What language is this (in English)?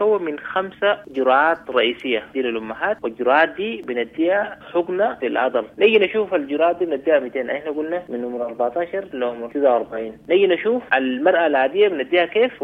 Sudanese Arabic